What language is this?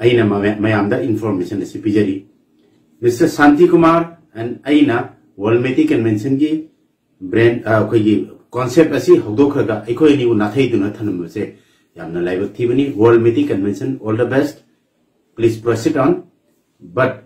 Manipuri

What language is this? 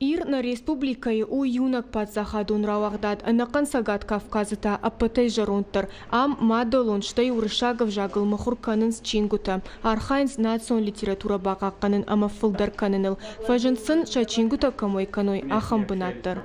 Ossetic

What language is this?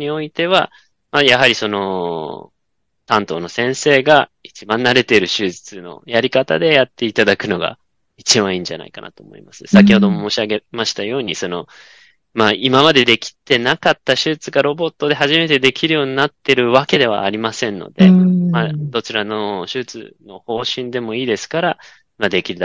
Japanese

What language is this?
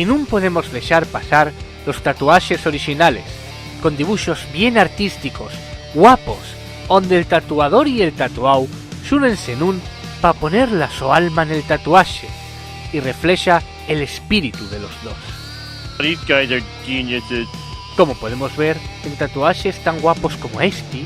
Asturian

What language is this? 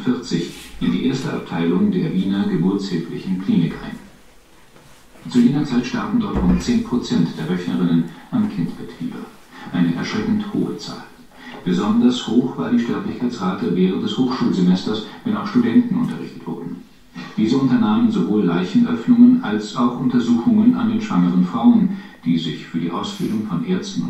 German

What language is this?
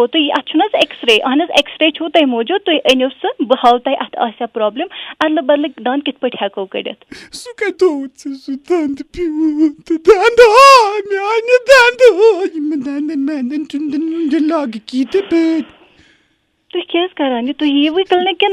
Kashmiri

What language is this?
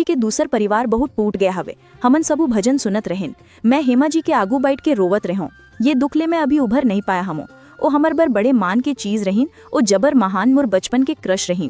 Chhattisgarhi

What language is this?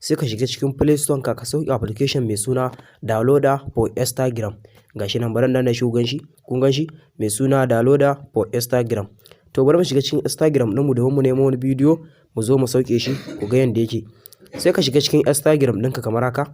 Hausa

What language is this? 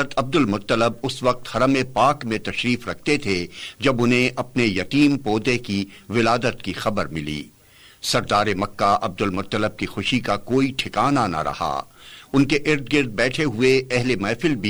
Urdu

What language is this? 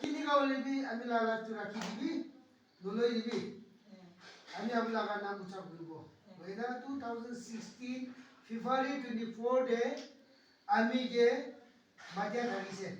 Naga Pidgin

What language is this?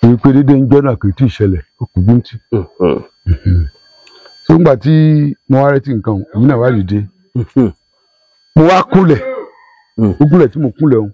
Yoruba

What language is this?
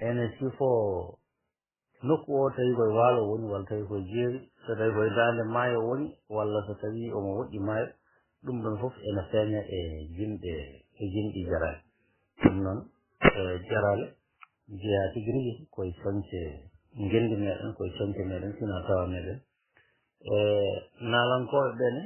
Fula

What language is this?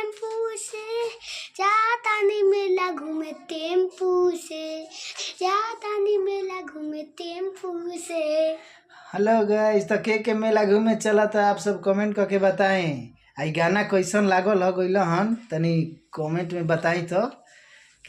Bhojpuri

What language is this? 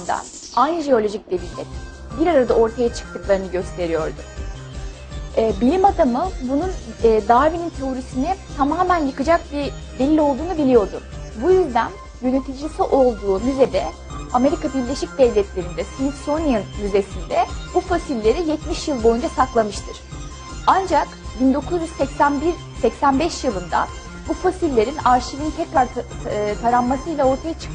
Turkish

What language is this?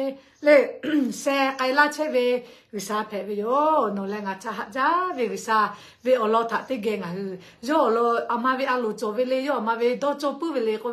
Lahu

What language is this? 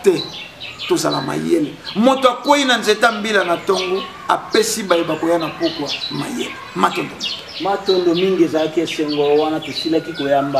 Lingala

